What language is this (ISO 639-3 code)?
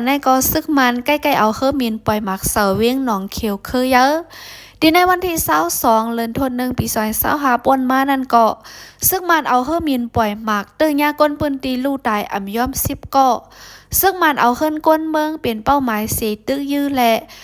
shn